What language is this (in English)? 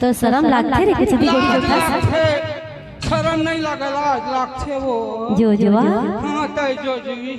Chhattisgarhi